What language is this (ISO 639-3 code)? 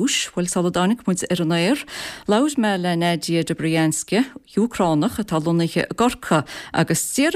gle